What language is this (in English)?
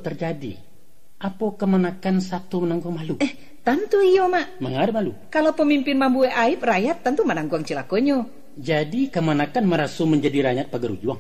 Minangkabau